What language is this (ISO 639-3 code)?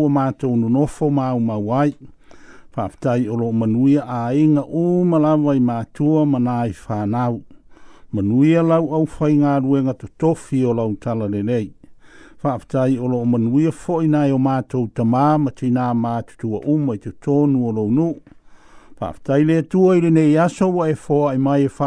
smo